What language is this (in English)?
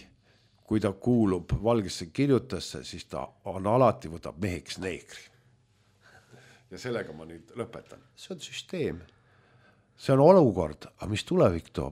Estonian